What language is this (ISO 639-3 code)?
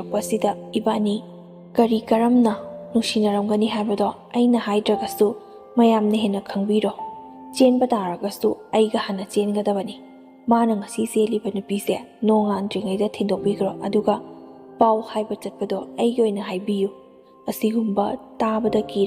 mni